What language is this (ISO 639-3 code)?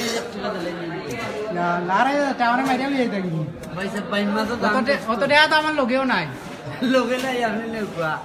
syl